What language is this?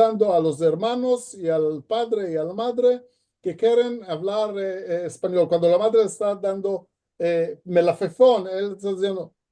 Ladino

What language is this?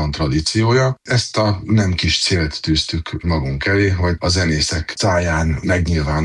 Hungarian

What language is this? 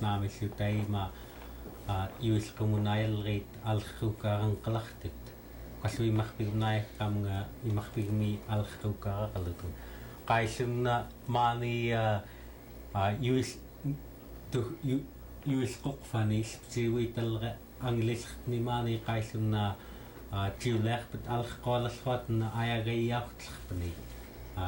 Central Yupik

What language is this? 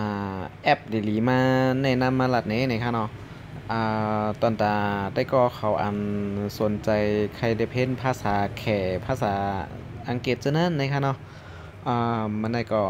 Shan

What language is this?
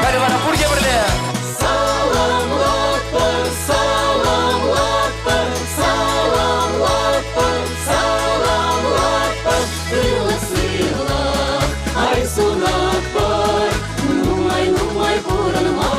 Chuvash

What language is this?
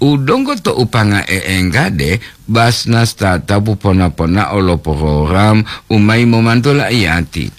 Gorontalo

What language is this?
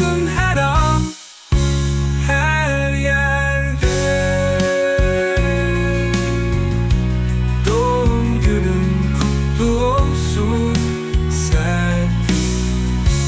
Turkish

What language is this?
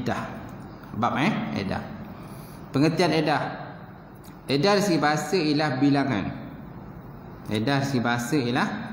Malay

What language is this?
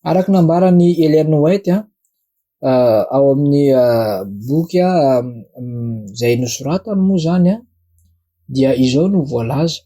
Malagasy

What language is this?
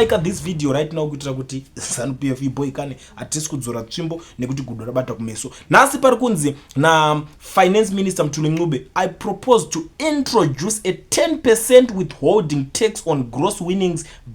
Shona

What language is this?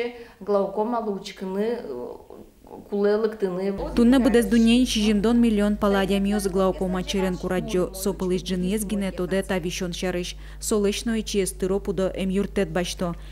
Udmurt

